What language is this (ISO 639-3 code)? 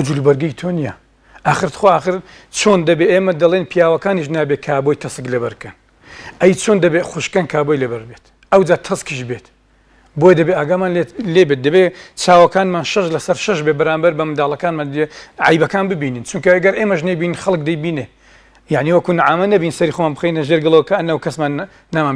ckb